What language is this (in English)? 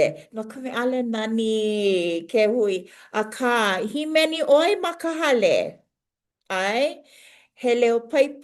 Hawaiian